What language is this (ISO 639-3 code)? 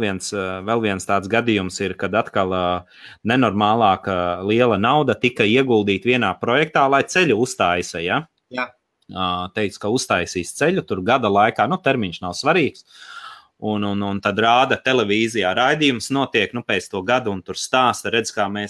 lav